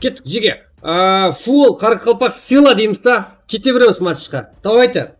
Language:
Kara-Kalpak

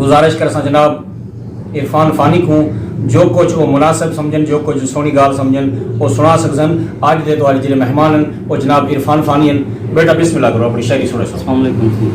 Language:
Saraiki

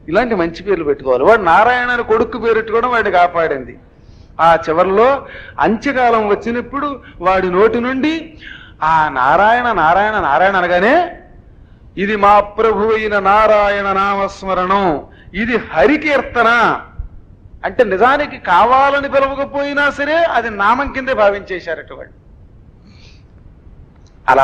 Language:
Telugu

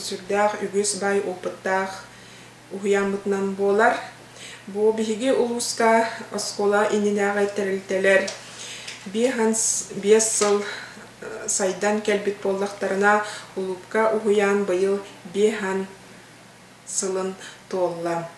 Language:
Yakut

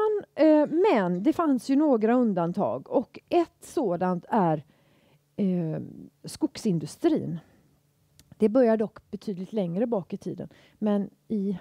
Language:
Swedish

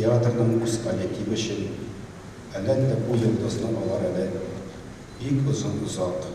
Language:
Tatar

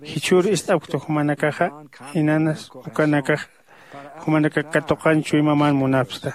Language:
Aymara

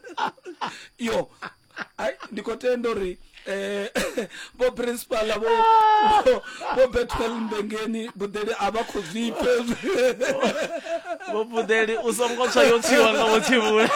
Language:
Venda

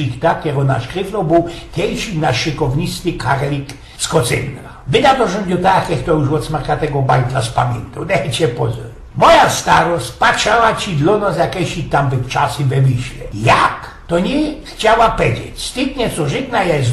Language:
Silesian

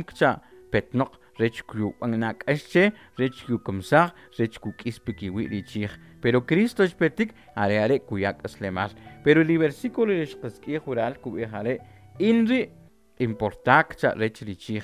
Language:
Kʼicheʼ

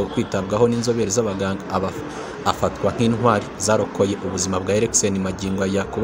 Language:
Kinyarwanda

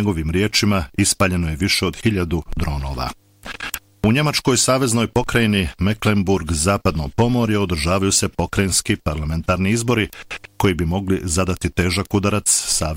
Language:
Bosnian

